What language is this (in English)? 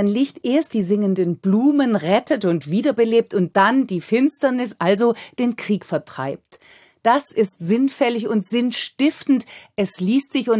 German